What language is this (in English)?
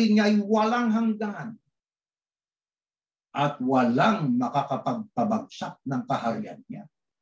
Filipino